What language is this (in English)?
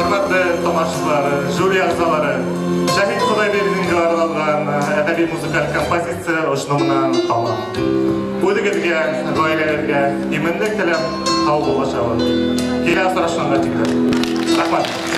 Bashkir